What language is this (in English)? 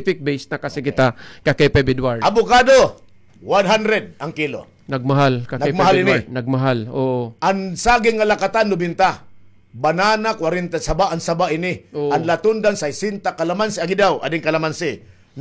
Waray